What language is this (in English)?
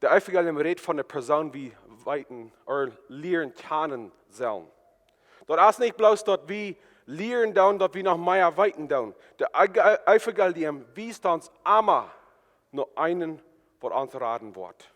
Plautdietsch